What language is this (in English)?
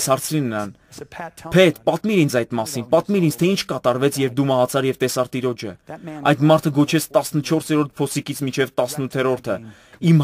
Armenian